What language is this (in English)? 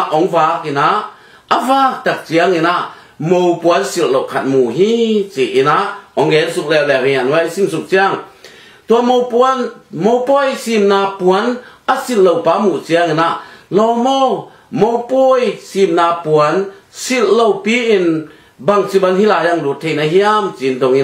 Tedim Chin